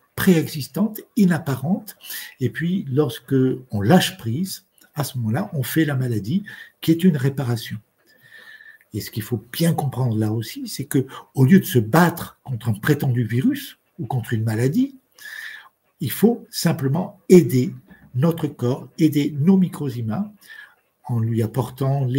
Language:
French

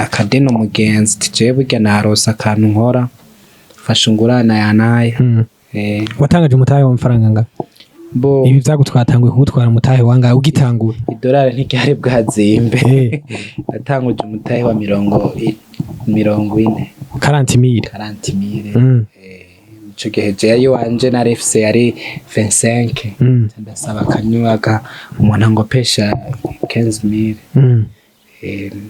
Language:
Rundi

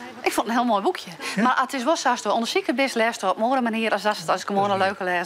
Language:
Western Frisian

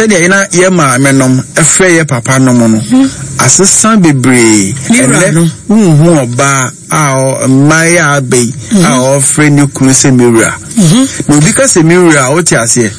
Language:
Akan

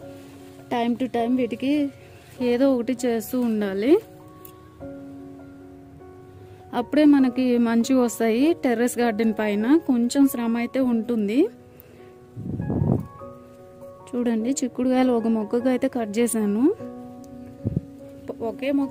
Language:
Telugu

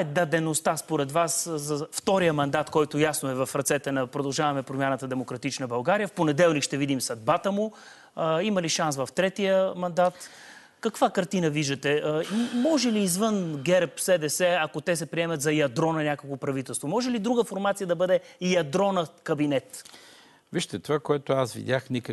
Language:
Bulgarian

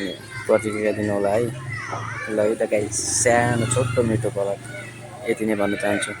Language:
Nepali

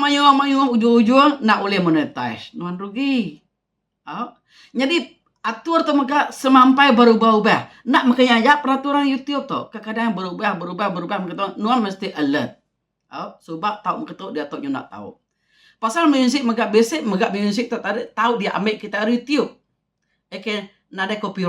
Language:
Iban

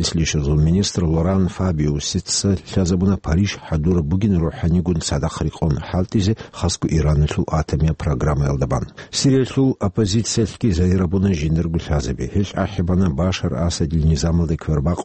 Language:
Avaric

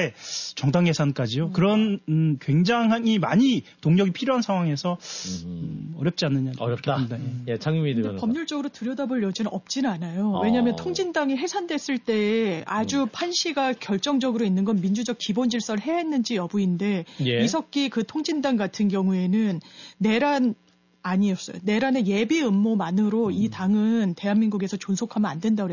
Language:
Korean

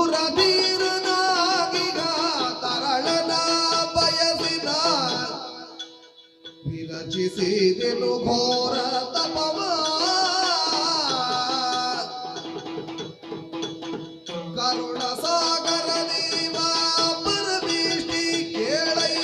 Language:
Kannada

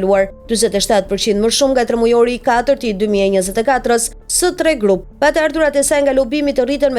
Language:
Albanian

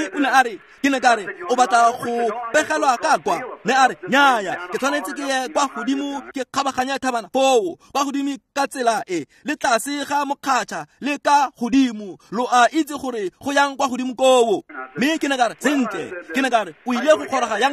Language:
Tswana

